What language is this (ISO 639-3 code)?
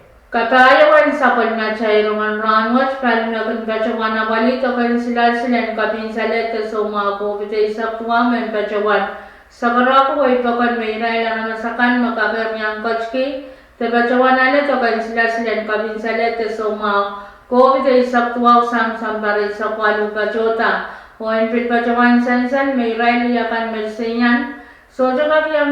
pon